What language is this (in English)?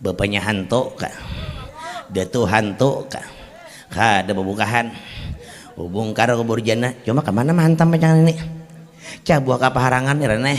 Banjar